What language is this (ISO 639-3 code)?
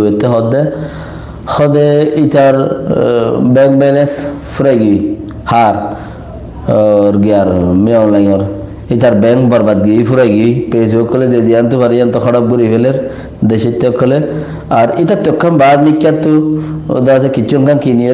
rhg